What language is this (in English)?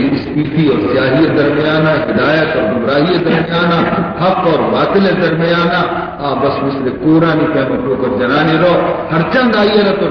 Baluchi